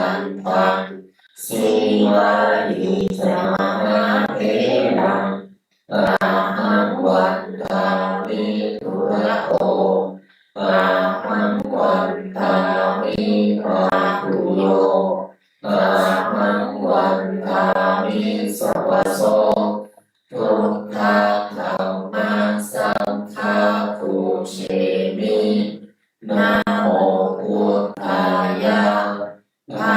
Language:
Pali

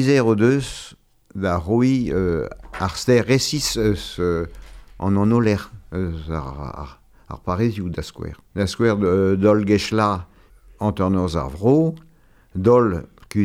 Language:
Breton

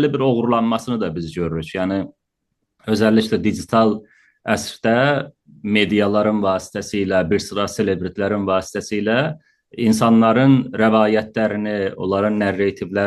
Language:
South Azerbaijani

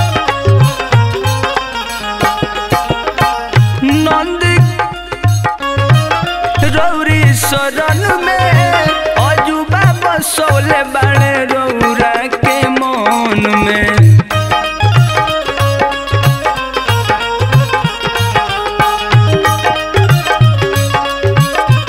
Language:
Bhojpuri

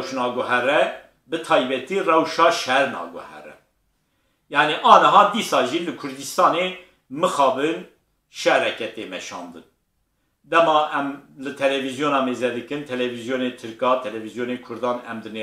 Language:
Kurdish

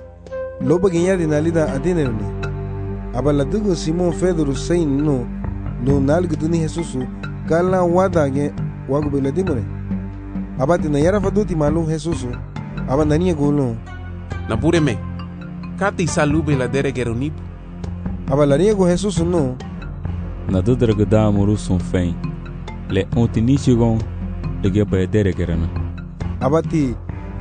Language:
Garifuna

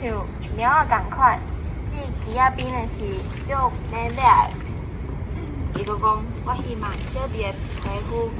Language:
Min Nan Chinese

